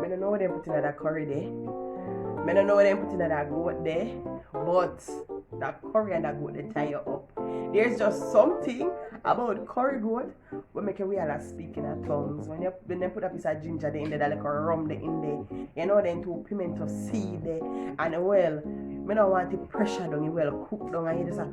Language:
Jamaican Creole English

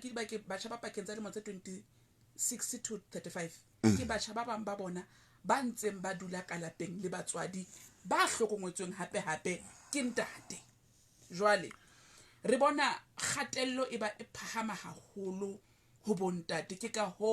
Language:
Southern Sotho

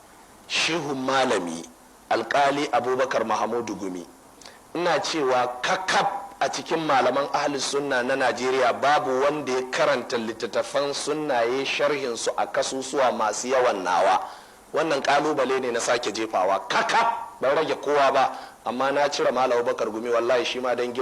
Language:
Hausa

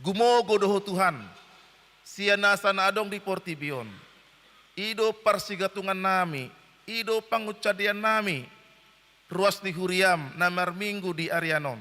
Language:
Batak Toba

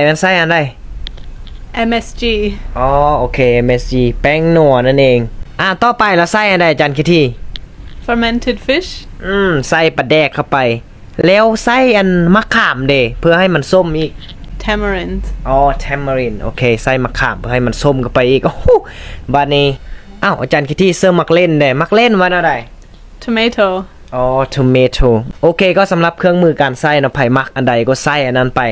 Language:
Lao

